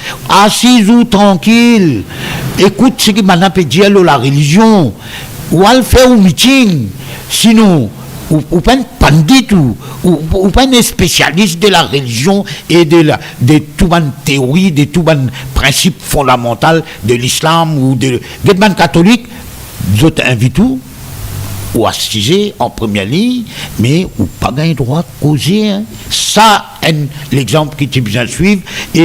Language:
Morisyen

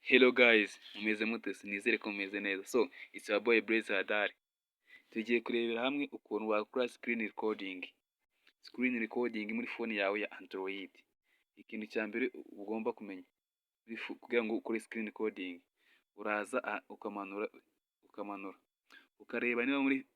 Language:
Kinyarwanda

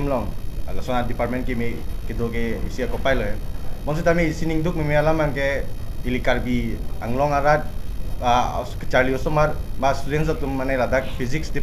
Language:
Karbi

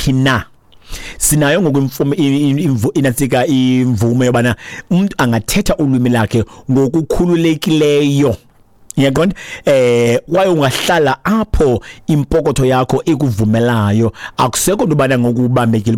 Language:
Xhosa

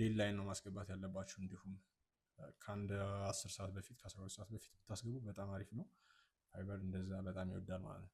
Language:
Amharic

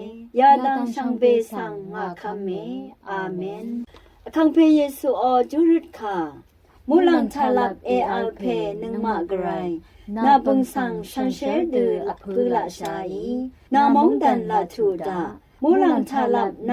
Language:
Rawang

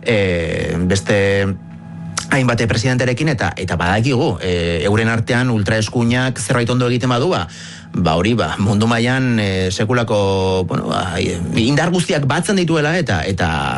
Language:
Basque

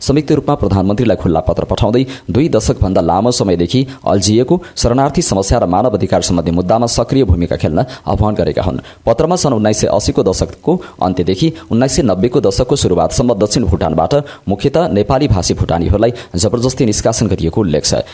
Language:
Nepali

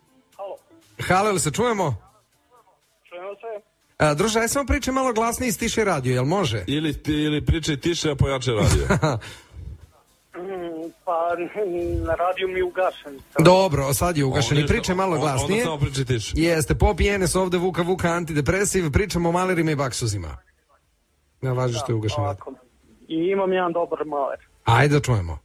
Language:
Serbian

